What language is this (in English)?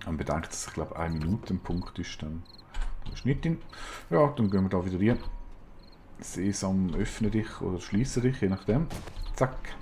Swiss German